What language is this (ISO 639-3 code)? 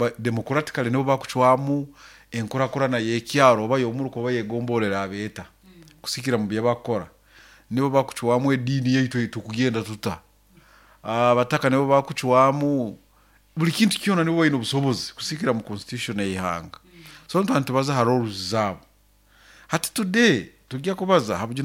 nyo